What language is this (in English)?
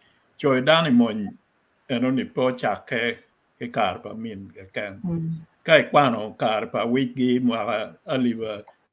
Acoli